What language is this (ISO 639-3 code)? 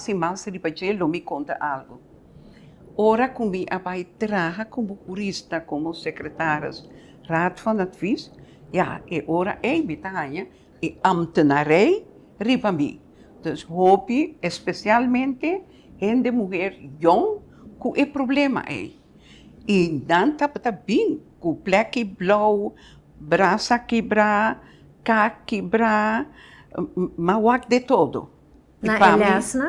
pap